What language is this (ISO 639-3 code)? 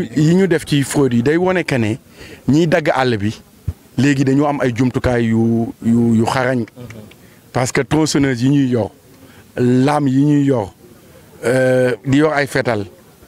wol